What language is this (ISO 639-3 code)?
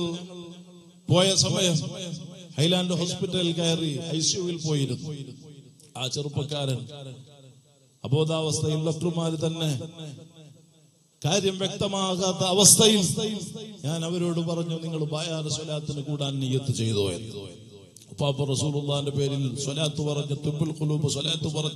mal